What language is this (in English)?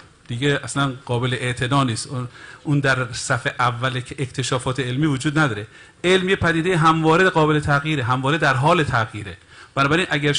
Persian